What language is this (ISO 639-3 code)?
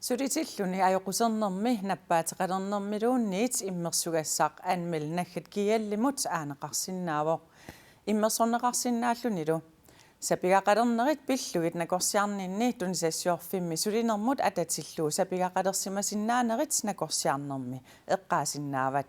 kal